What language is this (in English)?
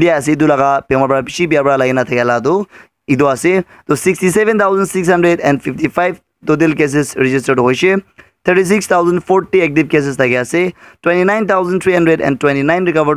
Naga Pidgin